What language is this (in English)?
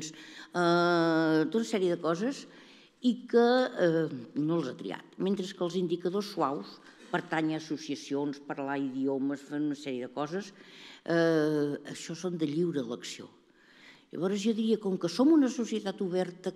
Catalan